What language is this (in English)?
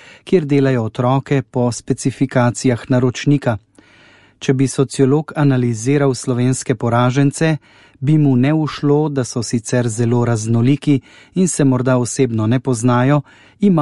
Slovenian